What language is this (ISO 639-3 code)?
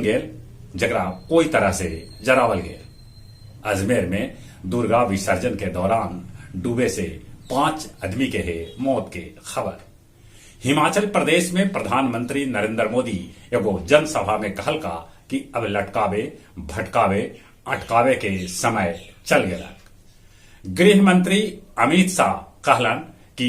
mag